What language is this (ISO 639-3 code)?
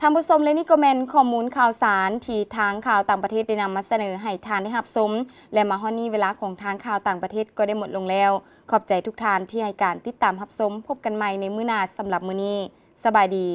lao